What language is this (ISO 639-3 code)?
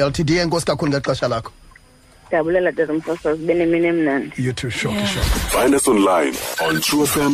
xho